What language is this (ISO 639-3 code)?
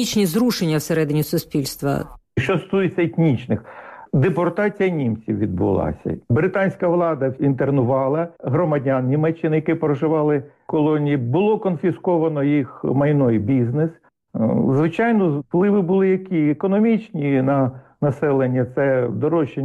ukr